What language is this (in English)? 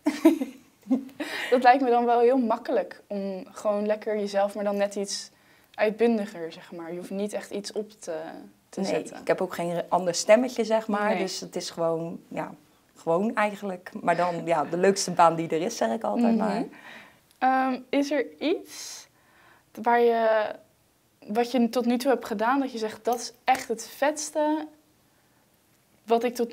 Dutch